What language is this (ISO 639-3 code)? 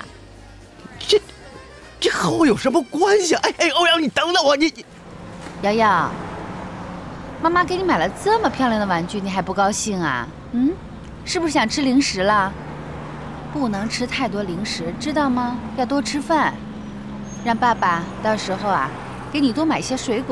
zho